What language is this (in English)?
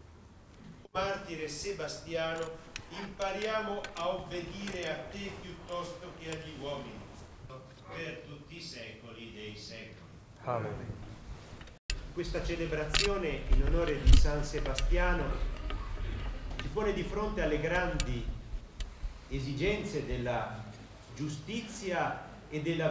Italian